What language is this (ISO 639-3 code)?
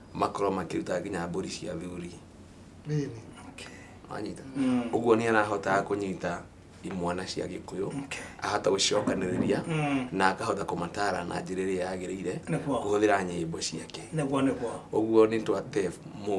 kik